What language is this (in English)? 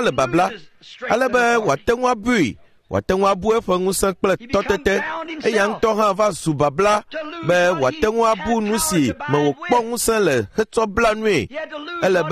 Ewe